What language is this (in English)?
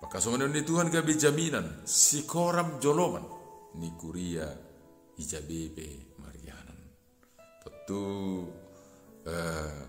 Batak Simalungun